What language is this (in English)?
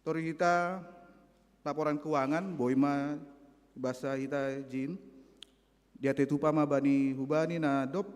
Batak Simalungun